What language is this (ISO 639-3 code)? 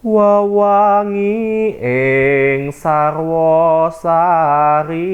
jav